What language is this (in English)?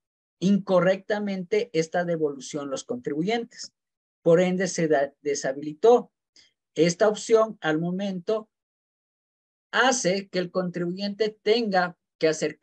Spanish